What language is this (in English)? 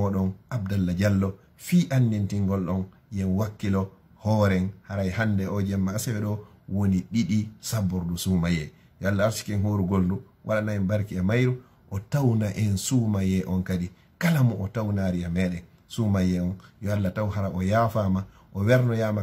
Fula